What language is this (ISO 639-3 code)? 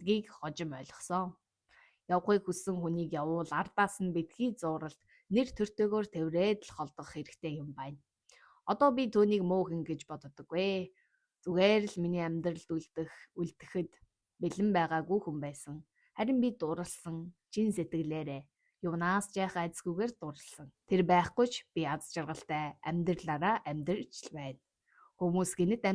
mon